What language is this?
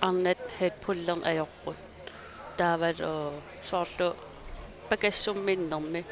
Kalaallisut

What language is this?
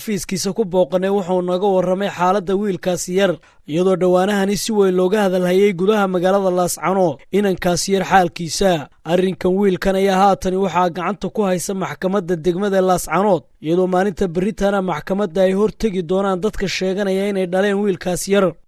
Somali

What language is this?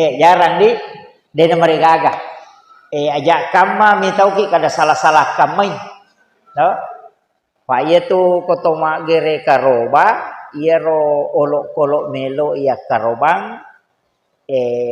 Buginese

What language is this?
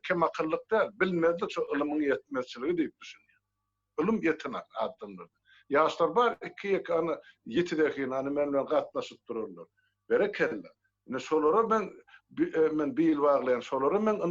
Turkmen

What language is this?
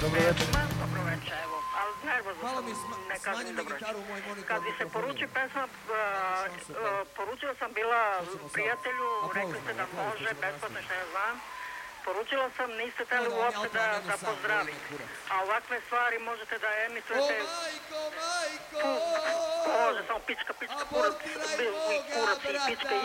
Bosnian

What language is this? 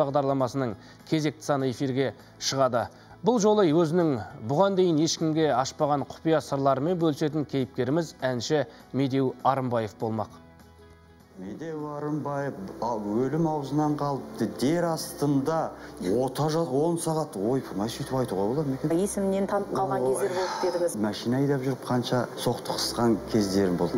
Kazakh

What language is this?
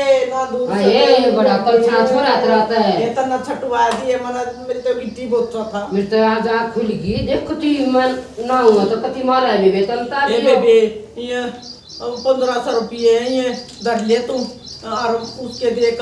Haryanvi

